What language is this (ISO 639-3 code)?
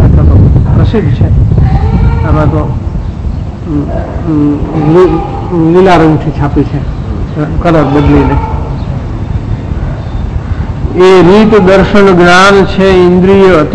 guj